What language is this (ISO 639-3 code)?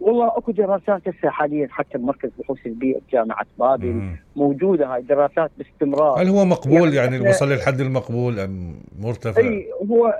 acm